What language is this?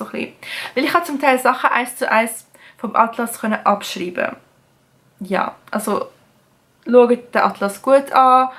Swiss German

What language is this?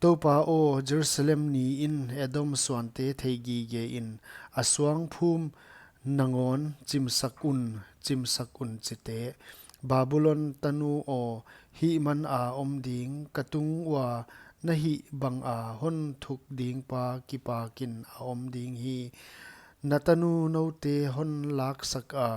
Paite Chin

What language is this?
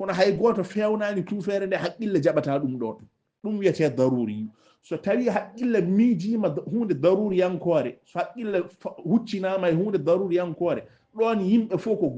Fula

